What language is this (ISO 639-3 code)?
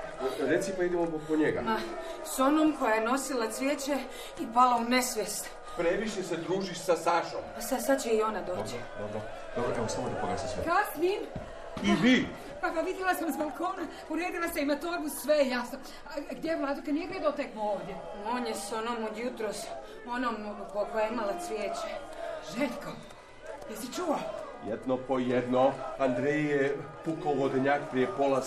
hrv